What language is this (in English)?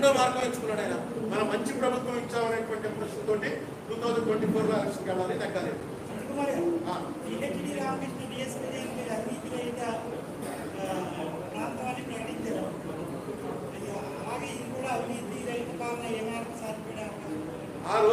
Telugu